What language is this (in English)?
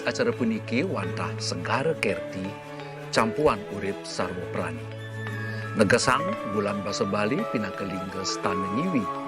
Balinese